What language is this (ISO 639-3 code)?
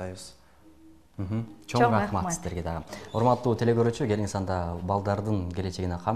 kir